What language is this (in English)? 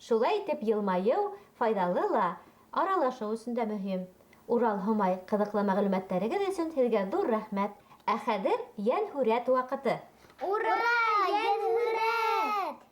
Bashkir